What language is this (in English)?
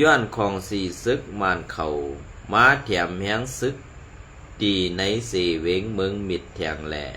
Shan